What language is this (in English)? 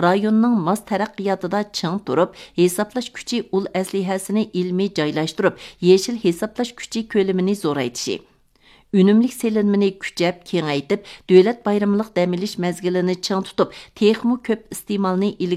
Uyghur